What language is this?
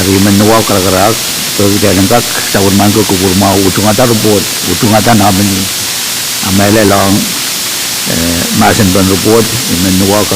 Pohnpeian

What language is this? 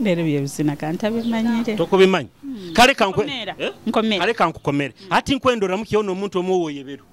Nyoro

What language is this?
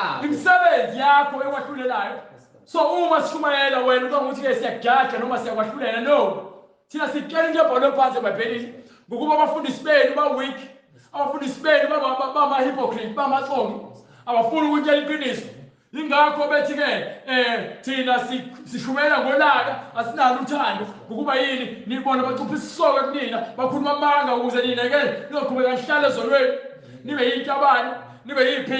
Zulu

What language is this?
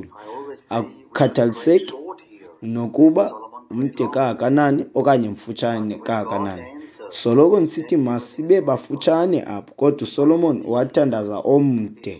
Xhosa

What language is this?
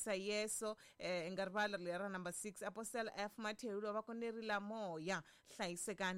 Tsonga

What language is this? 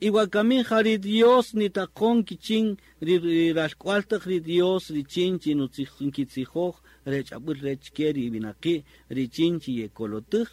Kaqchikel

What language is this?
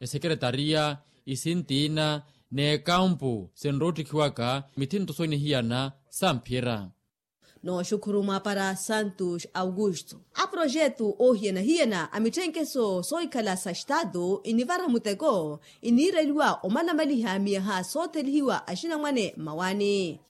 Makhuwa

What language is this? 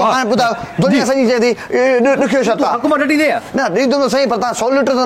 Sindhi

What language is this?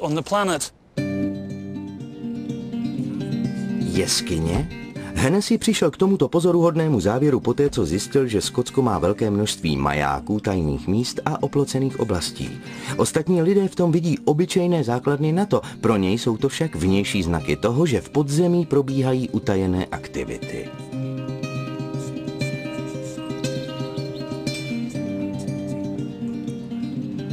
Czech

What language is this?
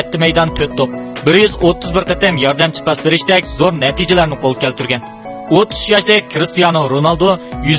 Uyghur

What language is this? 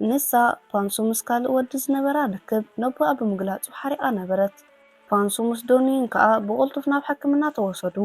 Tigrinya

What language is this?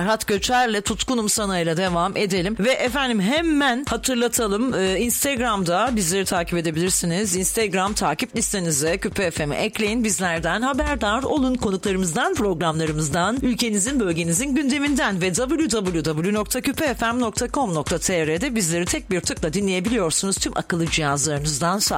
Turkish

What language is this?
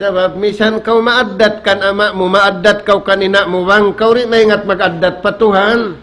Tausug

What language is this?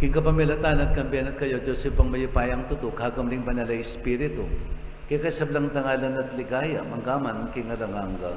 Pampanga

